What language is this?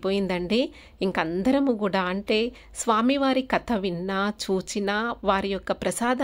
Telugu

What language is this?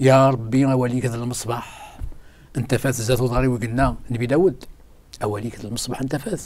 Kabyle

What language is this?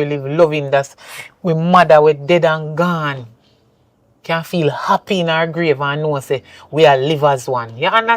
Jamaican Creole English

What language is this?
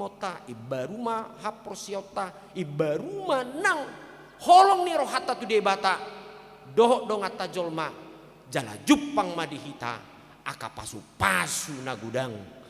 Batak Toba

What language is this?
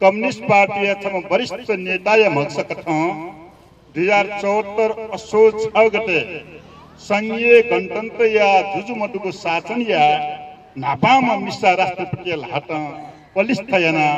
Newari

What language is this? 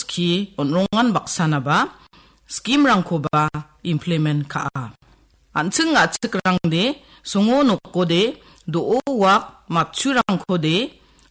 Garo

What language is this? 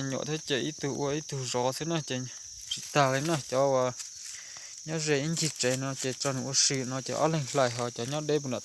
Hmong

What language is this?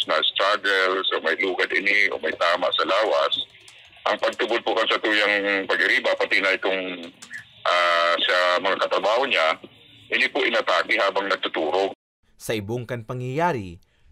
Bikol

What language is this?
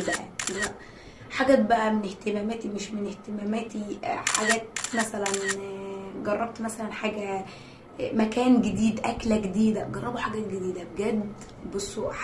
Egyptian Arabic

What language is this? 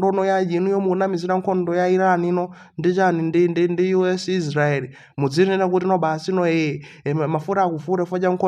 Nyanja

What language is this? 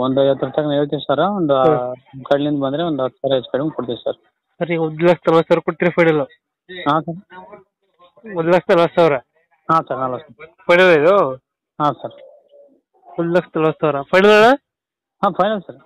Kannada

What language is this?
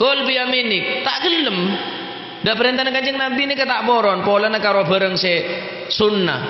Madurese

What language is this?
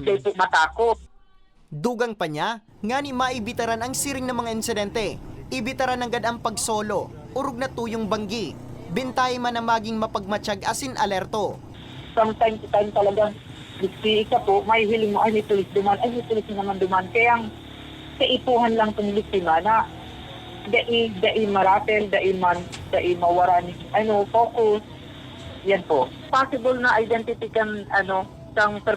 Bikol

